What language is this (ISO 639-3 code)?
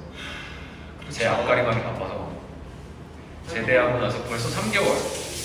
kor